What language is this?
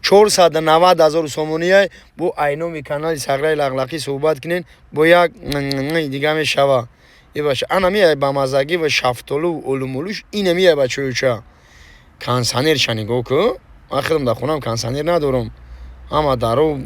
Tajik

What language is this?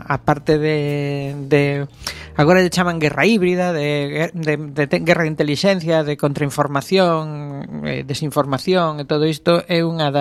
Galician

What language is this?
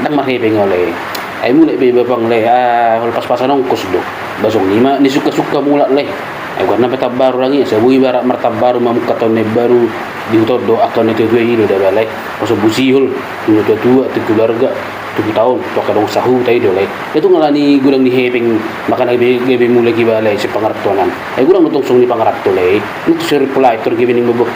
Batak Toba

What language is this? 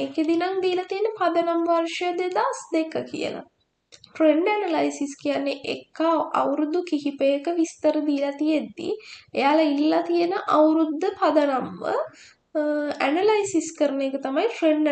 Sinhala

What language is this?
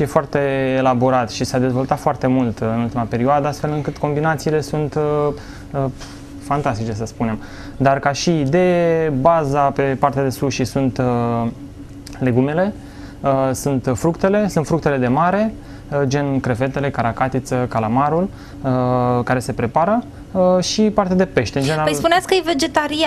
Romanian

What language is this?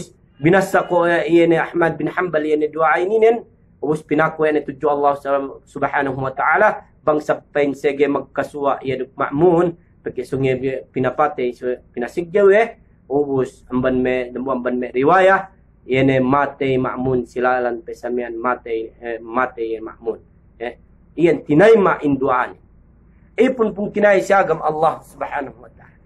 Yakan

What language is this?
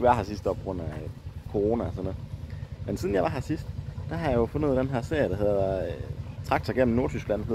Danish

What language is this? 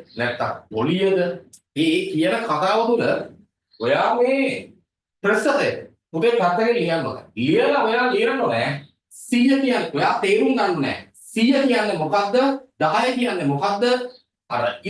Sinhala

